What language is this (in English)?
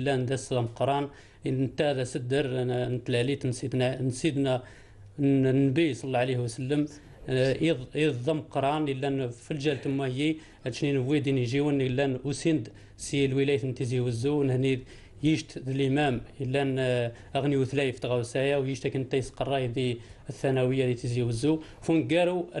Kabyle